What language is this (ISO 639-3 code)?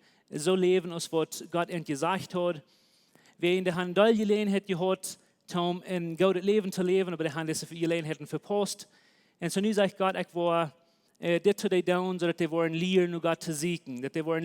pdt